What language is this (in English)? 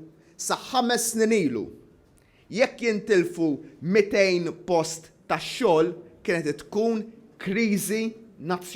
Maltese